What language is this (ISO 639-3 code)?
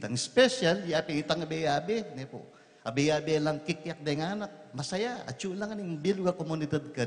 pam